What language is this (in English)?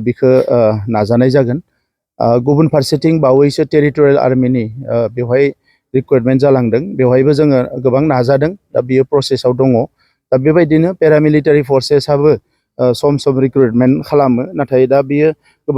Bodo